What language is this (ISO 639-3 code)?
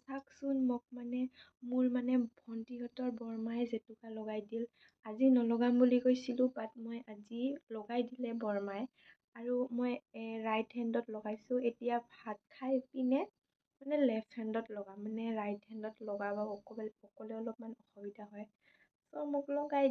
asm